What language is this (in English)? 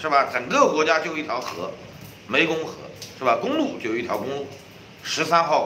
Chinese